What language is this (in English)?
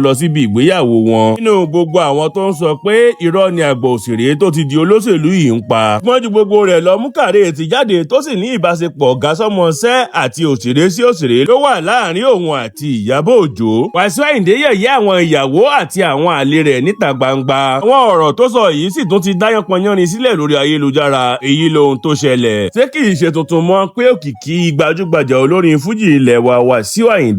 Yoruba